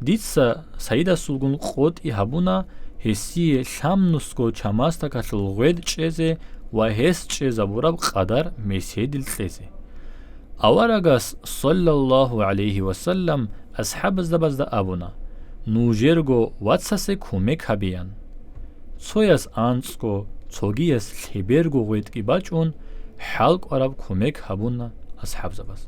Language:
Avaric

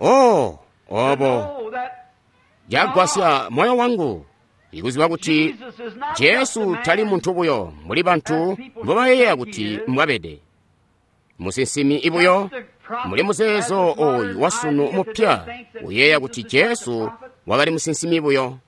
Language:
Tonga (Zambia)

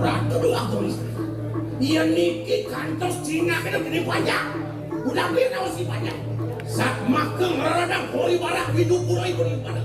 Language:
Balinese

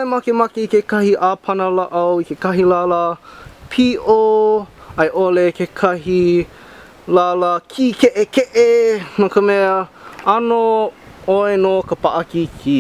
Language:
Hawaiian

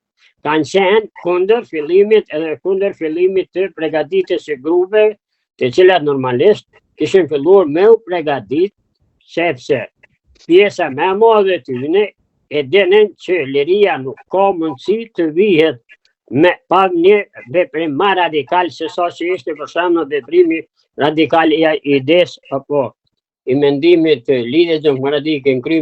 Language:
Albanian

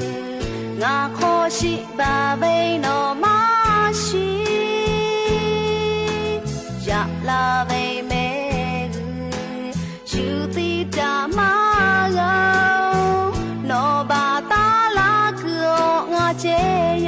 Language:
Lahu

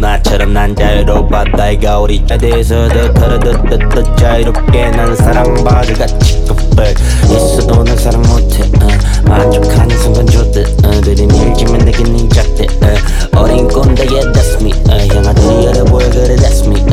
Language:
Korean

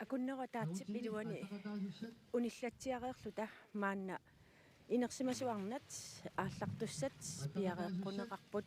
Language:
Kalaallisut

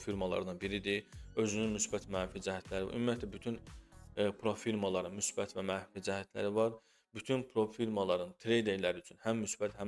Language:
Azerbaijani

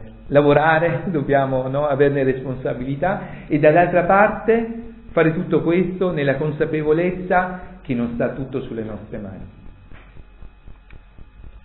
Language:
Italian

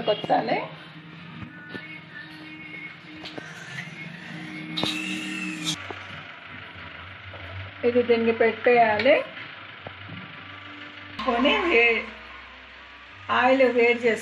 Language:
Telugu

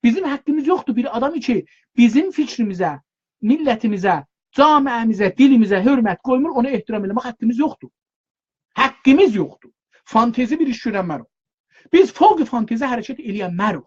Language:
South Azerbaijani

